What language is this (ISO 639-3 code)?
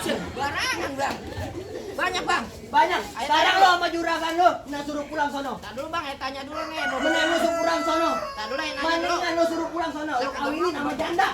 bew